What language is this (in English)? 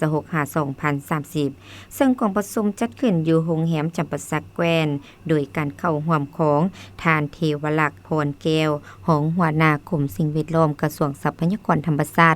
Lao